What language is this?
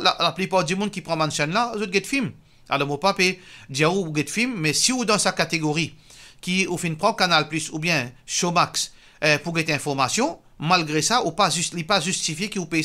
Morisyen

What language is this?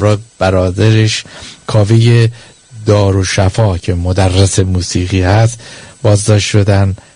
Persian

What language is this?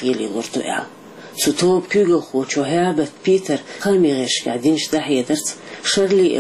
Chechen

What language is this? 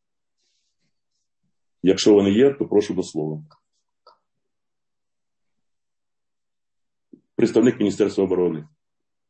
Ukrainian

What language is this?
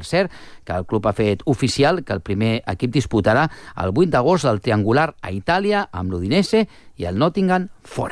Catalan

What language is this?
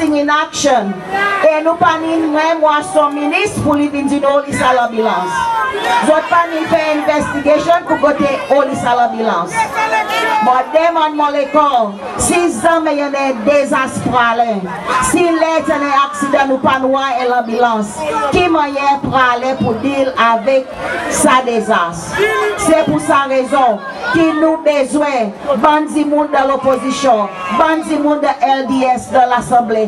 Seselwa Creole French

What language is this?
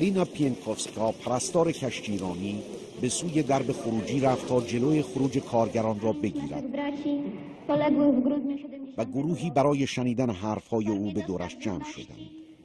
Persian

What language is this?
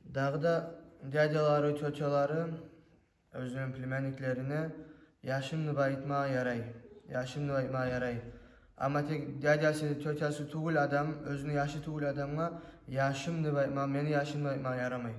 Kumyk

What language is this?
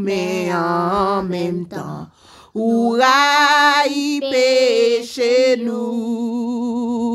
Haitian Creole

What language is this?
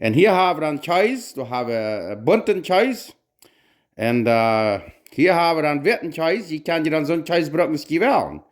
Plautdietsch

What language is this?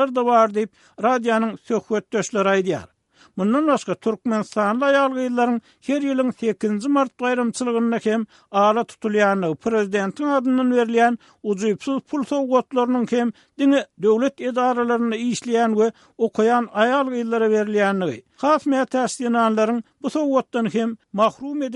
Turkmen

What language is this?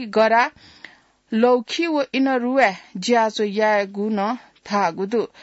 Newari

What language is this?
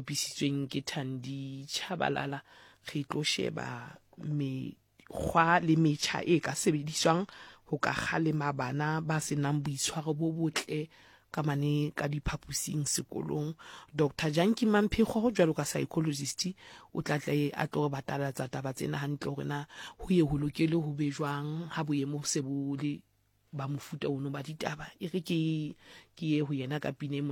Southern Sotho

